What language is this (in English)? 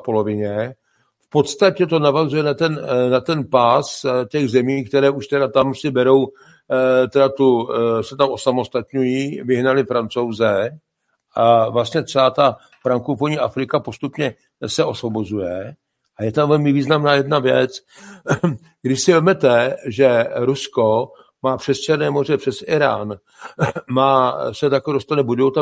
Czech